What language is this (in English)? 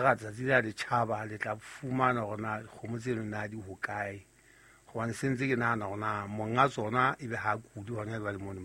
Southern Sotho